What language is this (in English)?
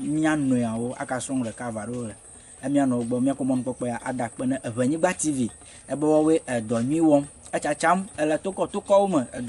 Ewe